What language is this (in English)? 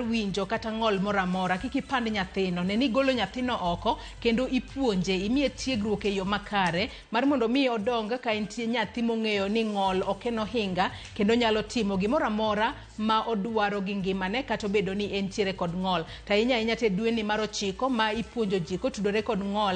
Luo (Kenya and Tanzania)